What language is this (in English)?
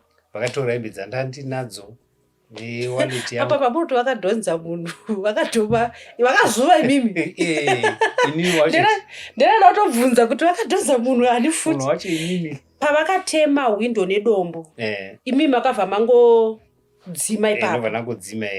Shona